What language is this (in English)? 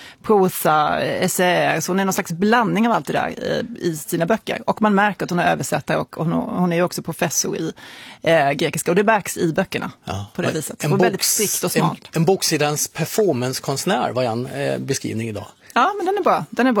Swedish